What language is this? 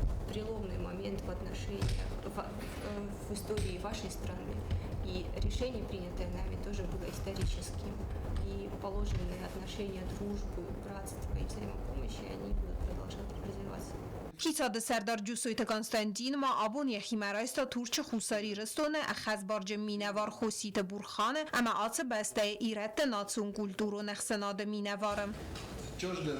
Ossetic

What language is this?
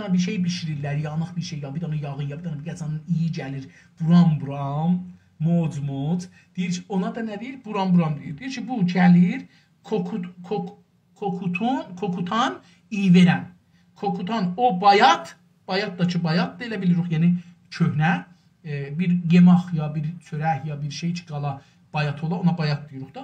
South Azerbaijani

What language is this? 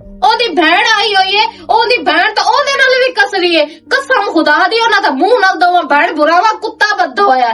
Western Panjabi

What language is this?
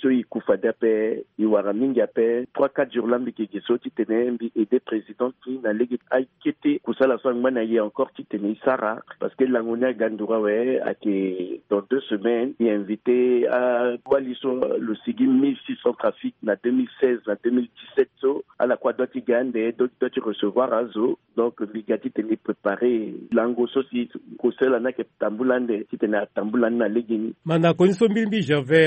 Sango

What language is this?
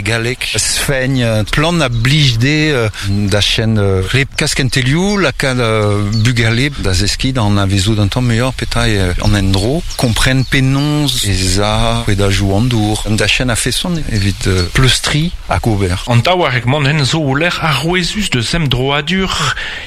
Breton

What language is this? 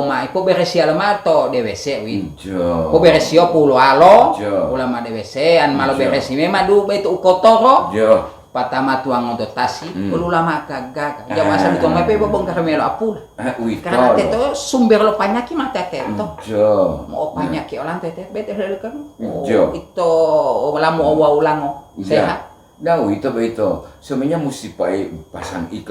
Gorontalo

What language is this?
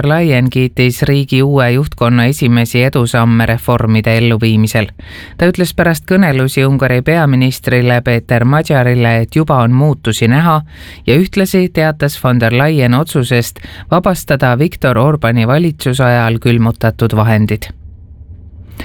Estonian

